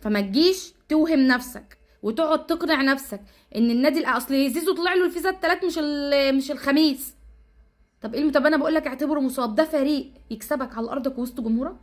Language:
Egyptian Arabic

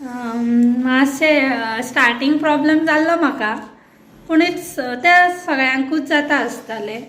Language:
Konkani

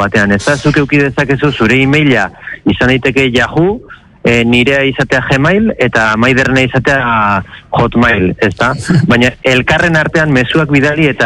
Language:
Basque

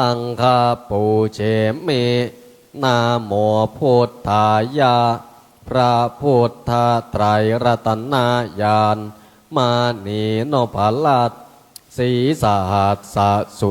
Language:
Pali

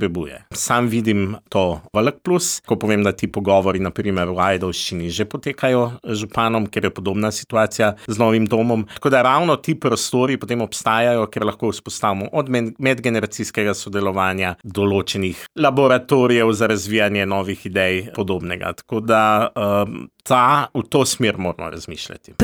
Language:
Slovenian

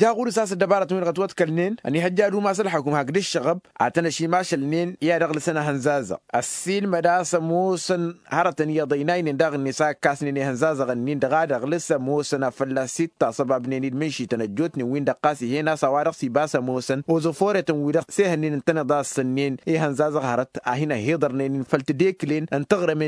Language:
Tamasheq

